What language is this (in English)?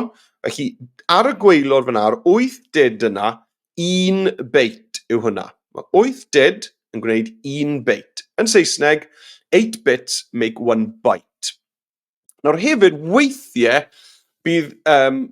Welsh